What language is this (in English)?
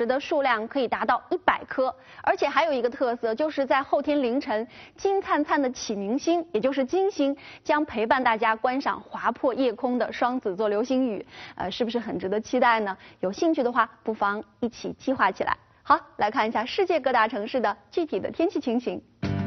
Chinese